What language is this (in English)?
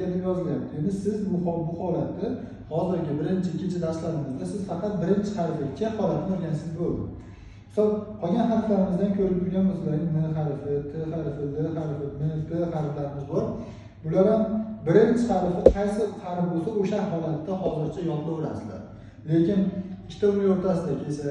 Uzbek